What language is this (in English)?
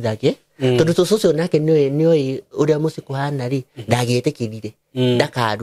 Kikuyu